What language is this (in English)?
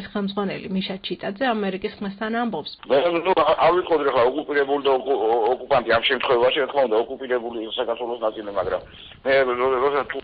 Georgian